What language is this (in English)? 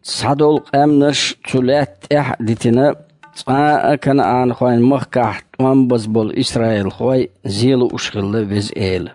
Chechen